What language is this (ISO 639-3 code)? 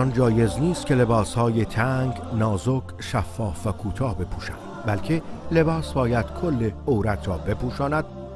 tgk